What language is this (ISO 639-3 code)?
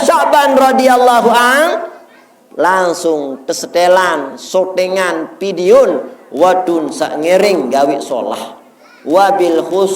sas